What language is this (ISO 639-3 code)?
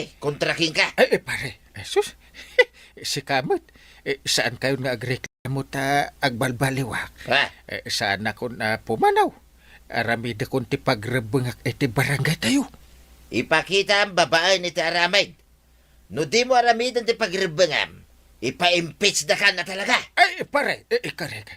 ilo